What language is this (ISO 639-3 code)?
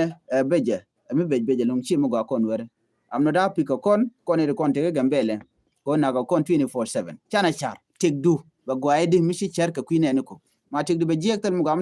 nus